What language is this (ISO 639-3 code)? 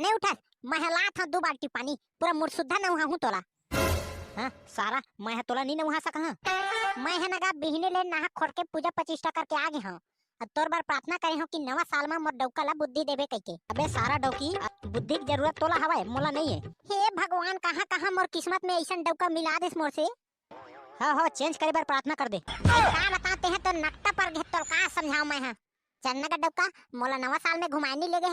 hne